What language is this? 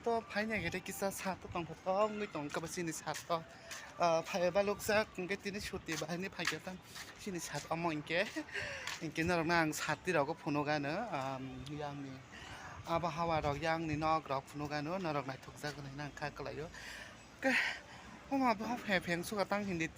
Kok Borok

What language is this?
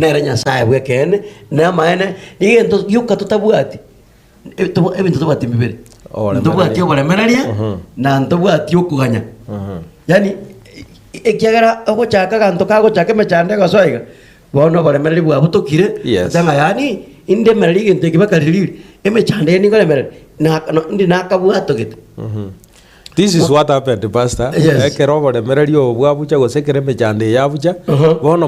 Gusii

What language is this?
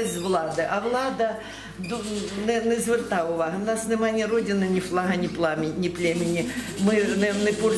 Ukrainian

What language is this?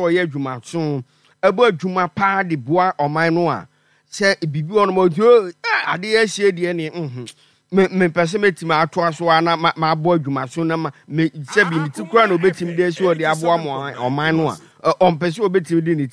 Akan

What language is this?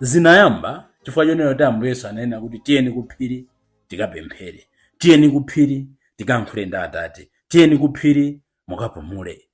Nyanja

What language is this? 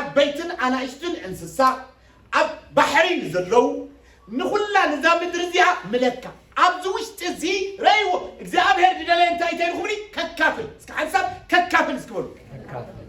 Tigrinya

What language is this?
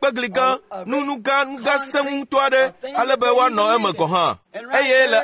Ewe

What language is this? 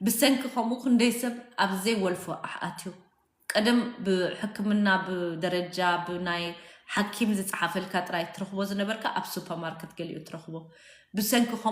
Tigrinya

